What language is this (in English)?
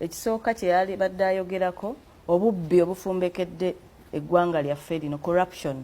Ganda